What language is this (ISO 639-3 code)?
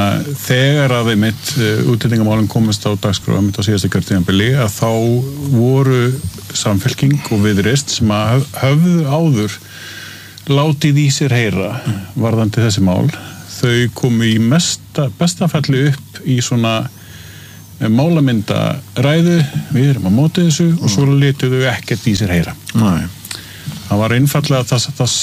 isl